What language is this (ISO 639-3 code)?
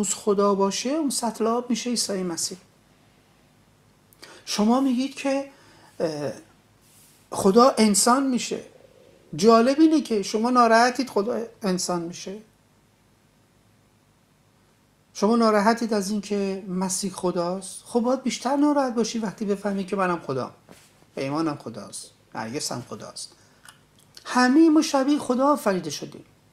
fas